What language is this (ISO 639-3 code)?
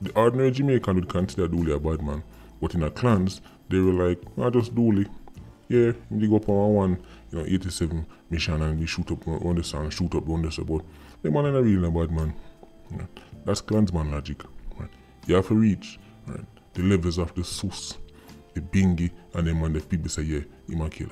jam